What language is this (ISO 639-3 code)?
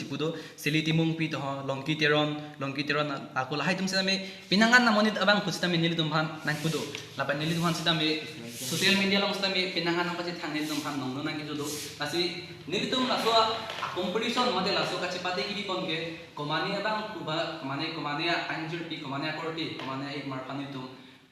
mjw